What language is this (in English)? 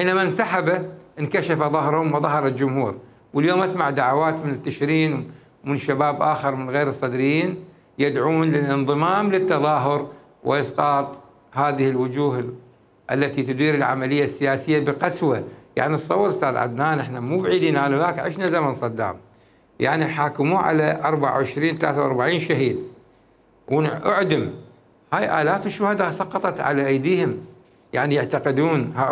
Mesopotamian Arabic